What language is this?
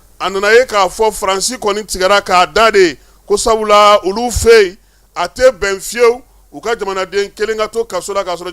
Bambara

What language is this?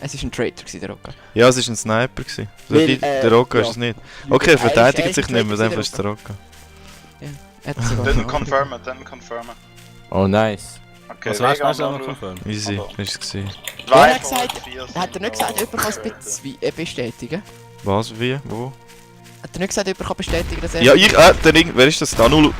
Swiss German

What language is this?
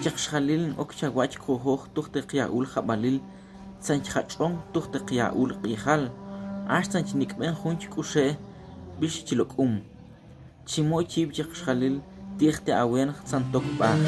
Tektiteko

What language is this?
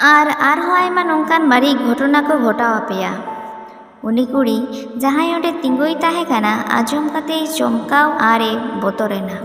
Santali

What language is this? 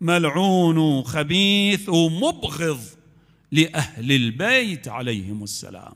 Mesopotamian Arabic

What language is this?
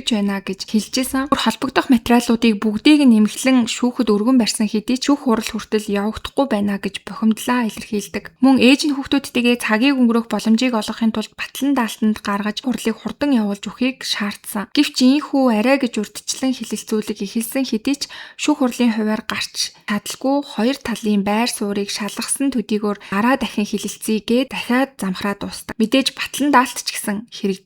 Mongolian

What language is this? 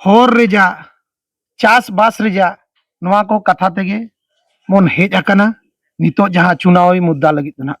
Santali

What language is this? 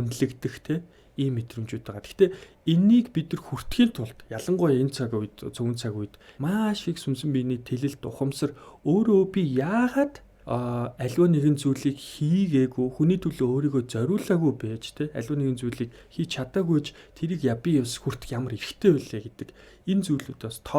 Mongolian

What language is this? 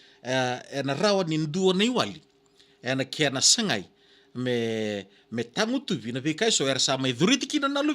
Fijian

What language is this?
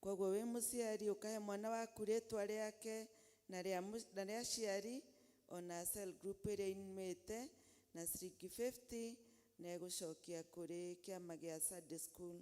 Kikuyu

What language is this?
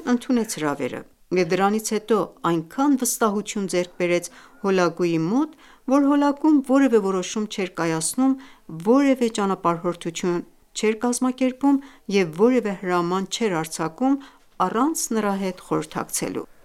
Armenian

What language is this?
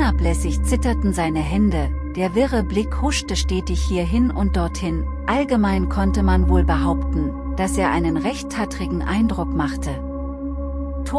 German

